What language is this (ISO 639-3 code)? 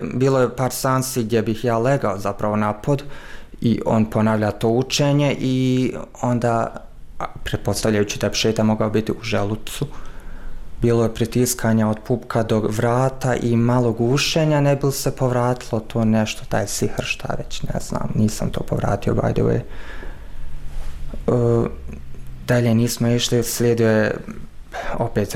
bos